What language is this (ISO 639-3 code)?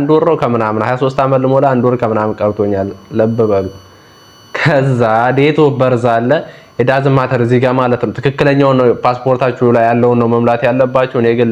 amh